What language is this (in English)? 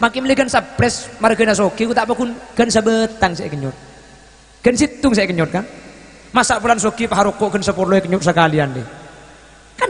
Madurese